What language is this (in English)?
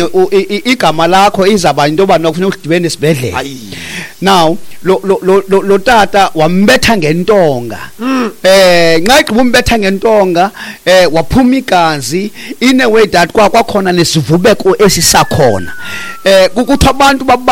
Xhosa